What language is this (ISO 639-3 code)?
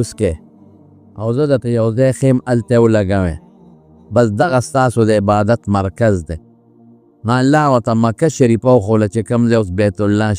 pus